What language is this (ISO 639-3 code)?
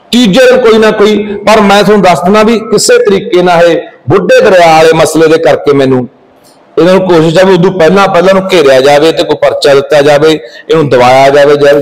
pan